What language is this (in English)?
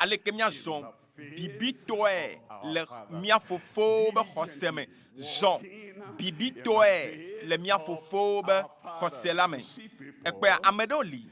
Ewe